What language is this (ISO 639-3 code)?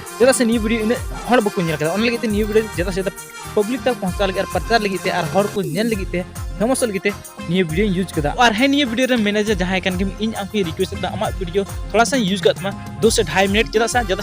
sat